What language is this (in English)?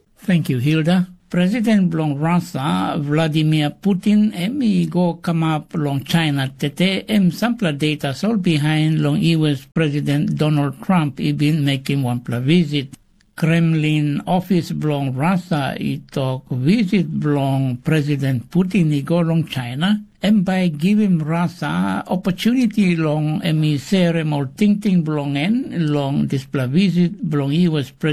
Tok Pisin